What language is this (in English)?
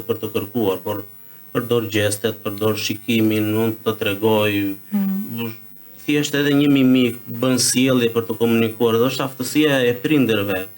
Albanian